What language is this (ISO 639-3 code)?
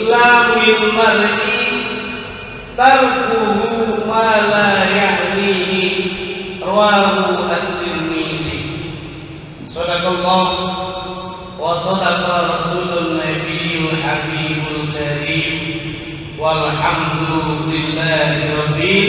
ind